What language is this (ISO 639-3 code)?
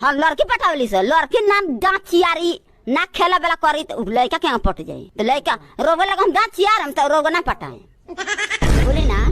mag